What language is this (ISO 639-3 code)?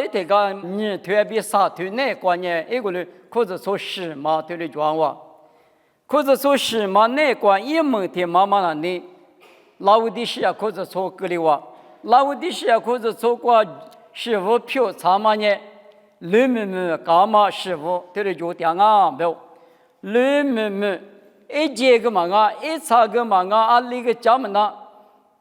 lis